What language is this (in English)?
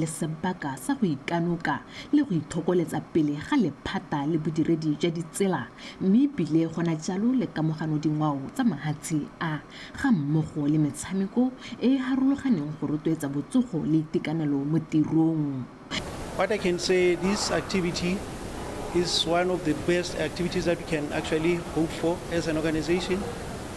Tswana